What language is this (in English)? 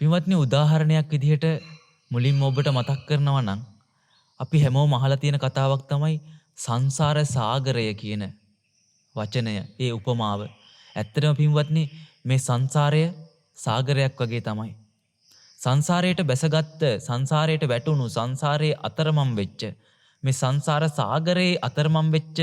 Sinhala